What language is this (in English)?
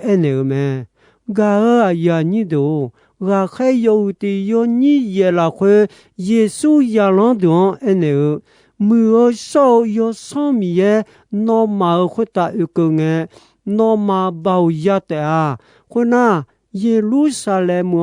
Akha